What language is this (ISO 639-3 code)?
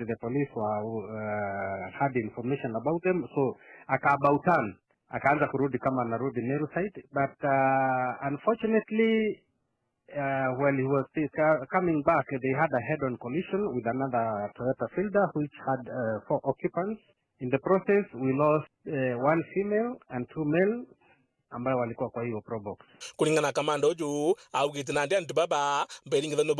mer